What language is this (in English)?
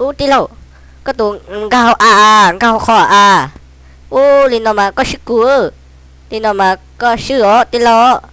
Hmong